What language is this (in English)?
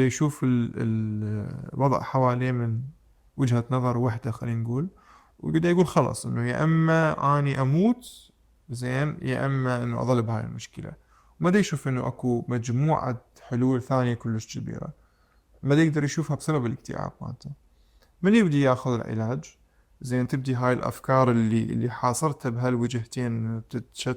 Mesopotamian Arabic